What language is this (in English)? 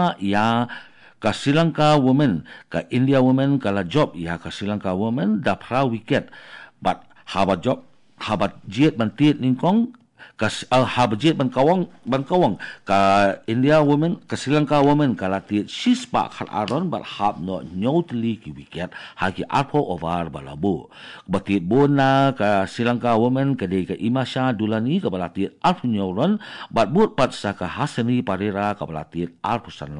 Khasi